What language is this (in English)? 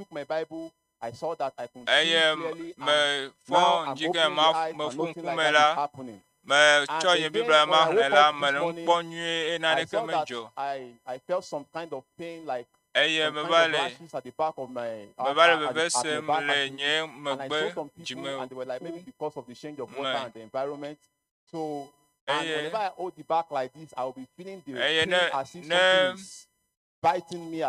Ewe